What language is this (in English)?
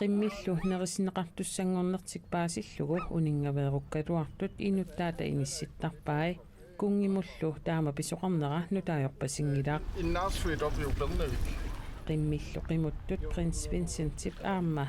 Kalaallisut